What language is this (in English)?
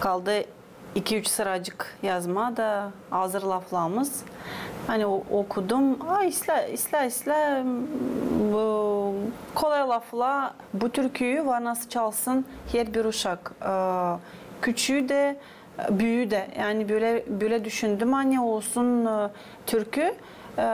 Gagauz